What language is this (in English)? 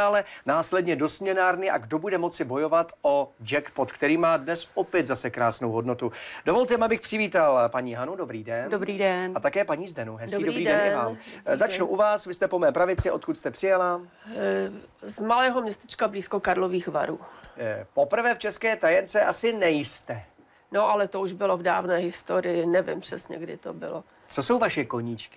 Czech